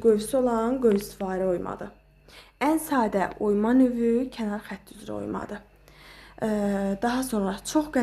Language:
Azerbaijani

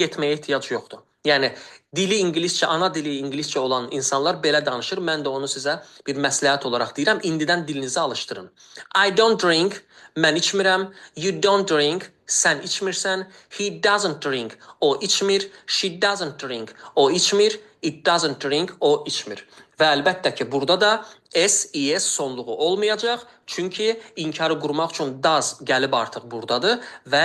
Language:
Azerbaijani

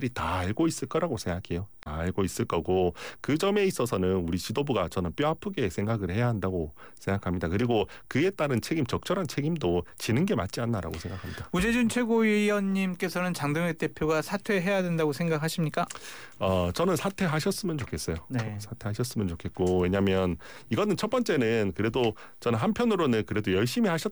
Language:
Korean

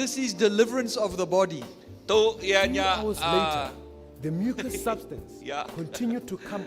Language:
Iban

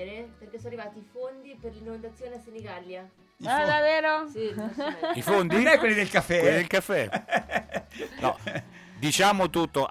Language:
Italian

